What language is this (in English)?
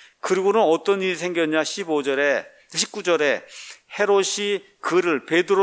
Korean